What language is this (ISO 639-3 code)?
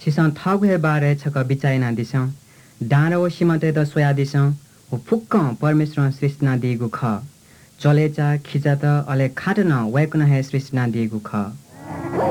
new